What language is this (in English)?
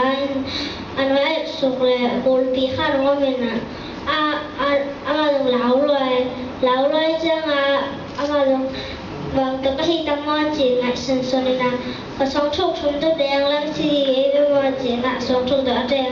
Tedim Chin